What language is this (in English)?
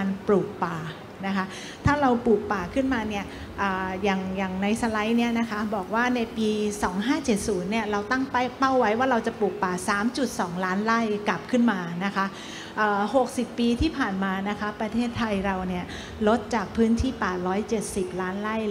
Thai